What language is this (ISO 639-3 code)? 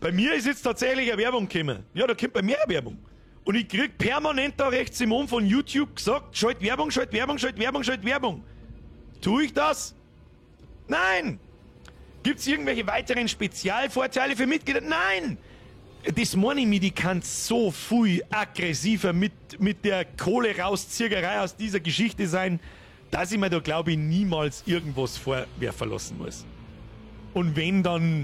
bar